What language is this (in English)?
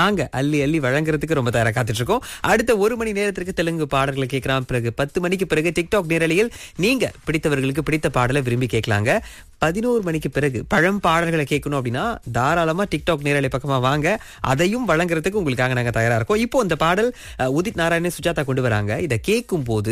Tamil